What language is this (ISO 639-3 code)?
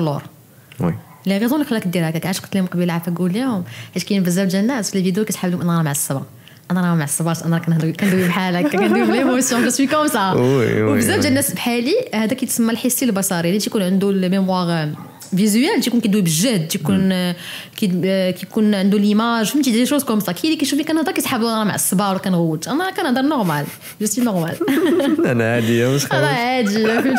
ary